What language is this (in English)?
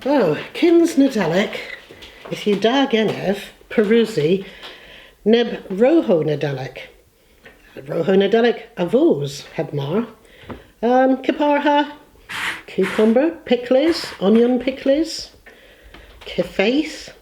Cornish